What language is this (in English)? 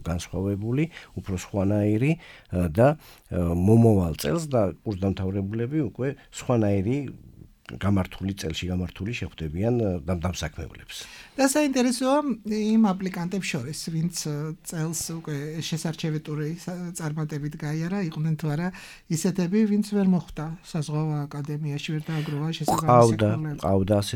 Georgian